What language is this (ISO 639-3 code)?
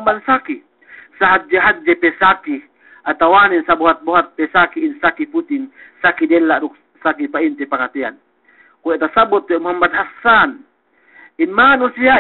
yka